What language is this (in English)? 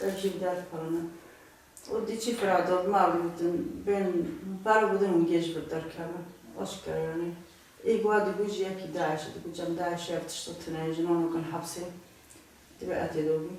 Kurdish